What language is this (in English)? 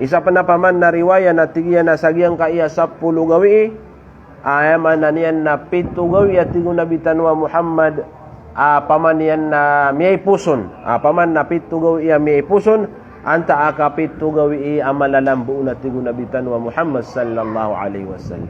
Maranao